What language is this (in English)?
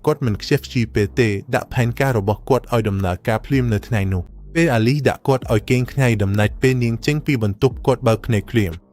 Khmer